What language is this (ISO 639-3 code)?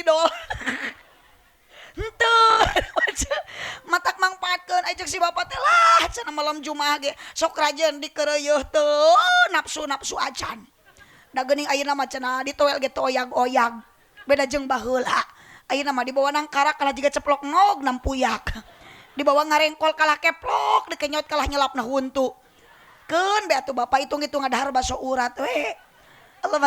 sun